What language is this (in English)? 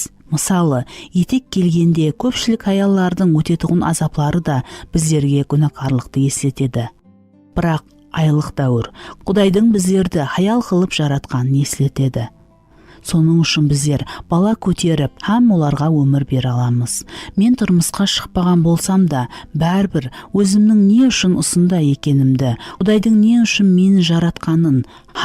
Kara-Kalpak